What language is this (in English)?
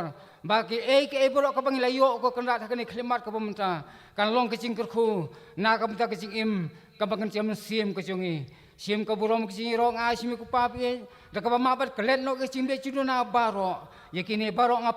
Khasi